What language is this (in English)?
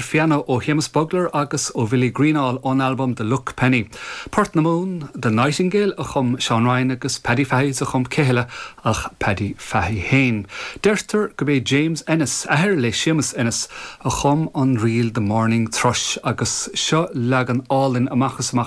Irish